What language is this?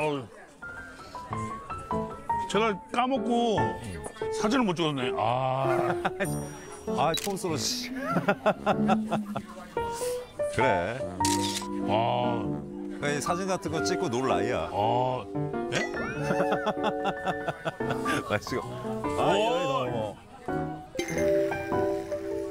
Korean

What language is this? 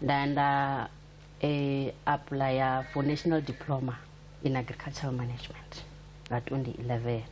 Venda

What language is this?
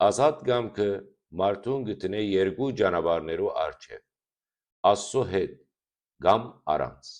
Western Armenian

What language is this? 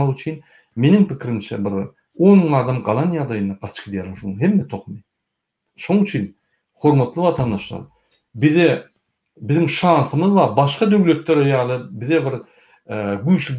Turkmen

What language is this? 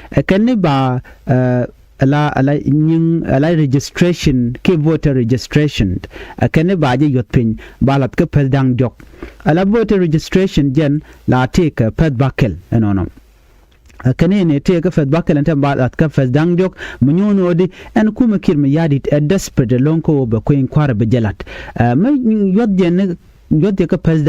Nuer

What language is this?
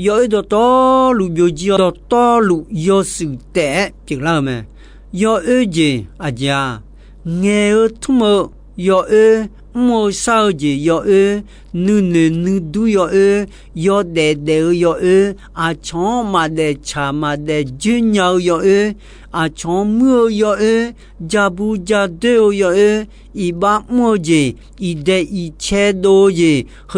Akha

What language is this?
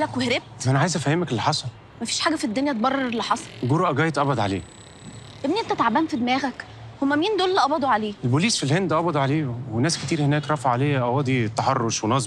Egyptian Arabic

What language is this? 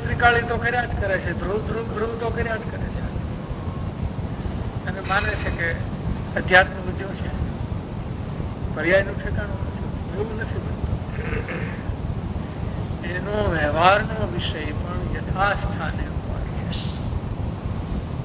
Gujarati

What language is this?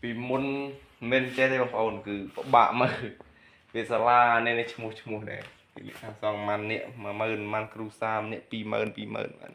Khmer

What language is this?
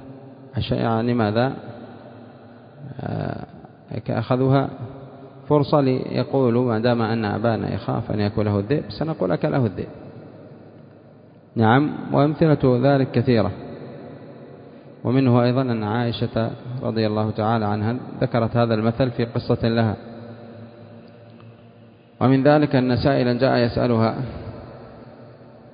Arabic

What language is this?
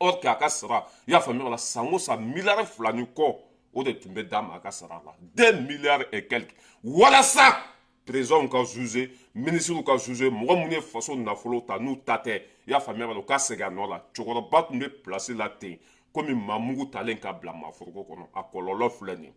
Bambara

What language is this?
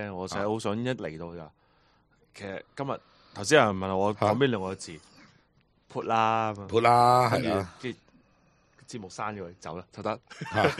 Cantonese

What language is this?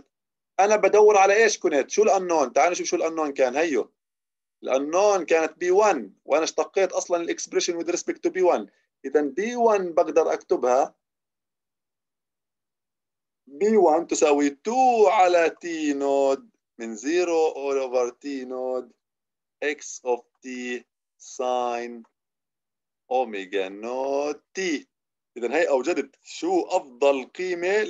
South Levantine Arabic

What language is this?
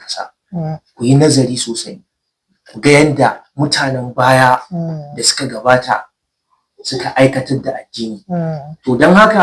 Hausa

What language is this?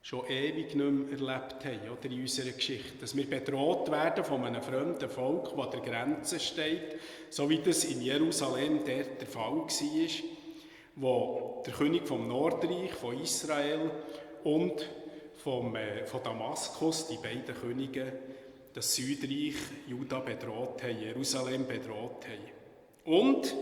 Swiss German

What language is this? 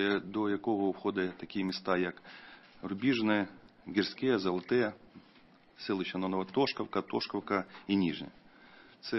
Ukrainian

